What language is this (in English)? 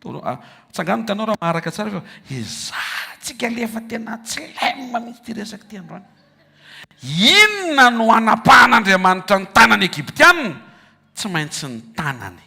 Malagasy